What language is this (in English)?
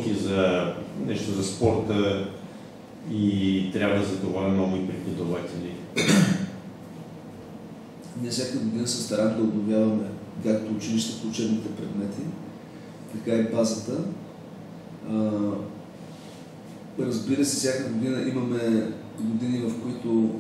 Bulgarian